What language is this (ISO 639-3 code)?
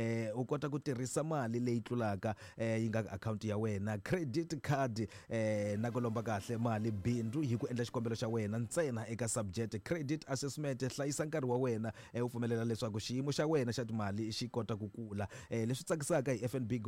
tso